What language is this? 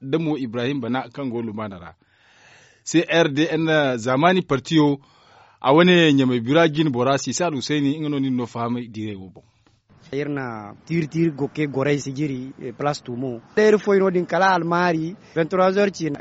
Zarma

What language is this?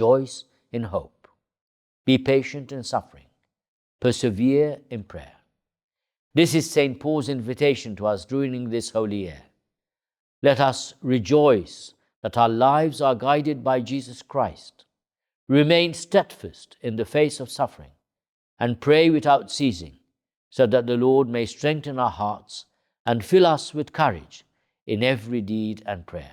English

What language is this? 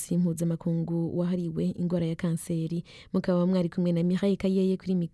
Rundi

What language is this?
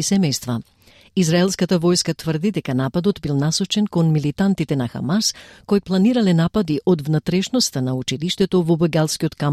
Macedonian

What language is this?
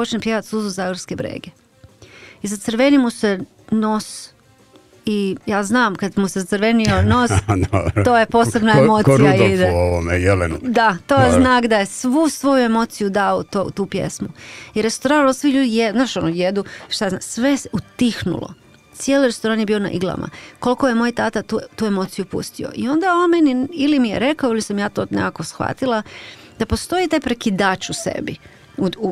Croatian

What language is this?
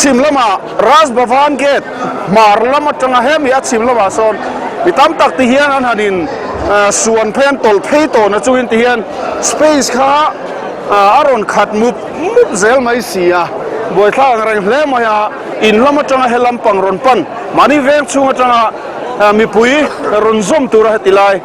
Mizo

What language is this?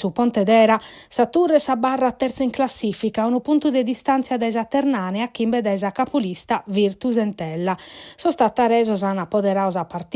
Sardinian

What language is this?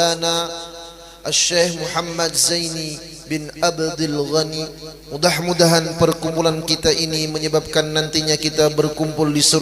Banjar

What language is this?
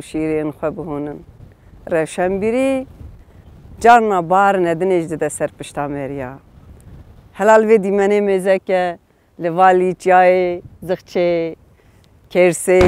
Kurdish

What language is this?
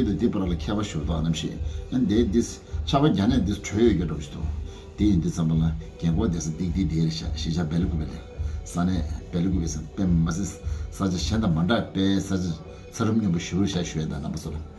Tibetan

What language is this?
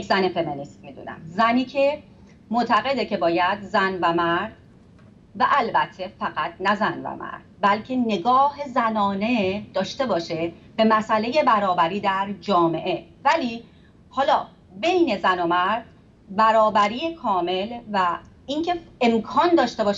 Persian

